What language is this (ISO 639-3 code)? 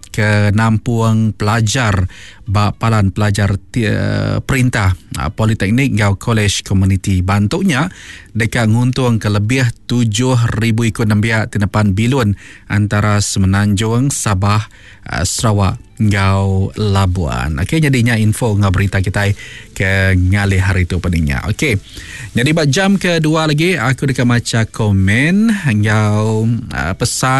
iba